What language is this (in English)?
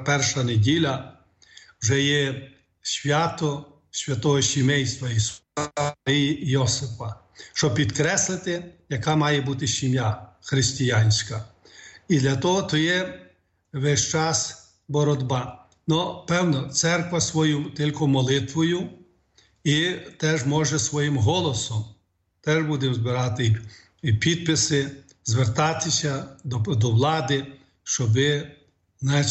Ukrainian